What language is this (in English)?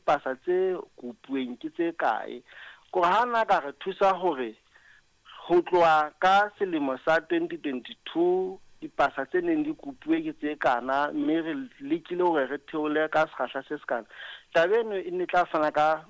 Southern Sotho